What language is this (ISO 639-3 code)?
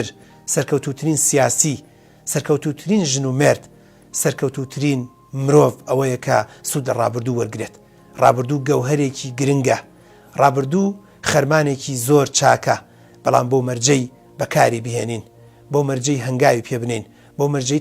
ckb